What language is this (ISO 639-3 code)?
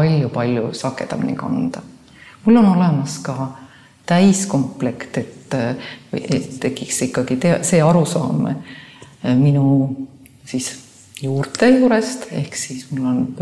est